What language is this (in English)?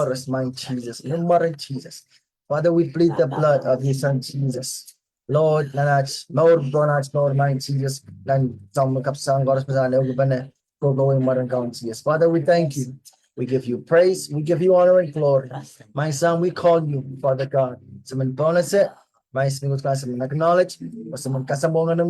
Pohnpeian